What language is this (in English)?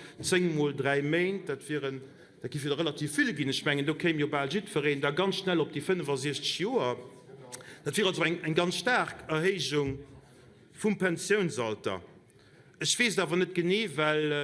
Luxembourgish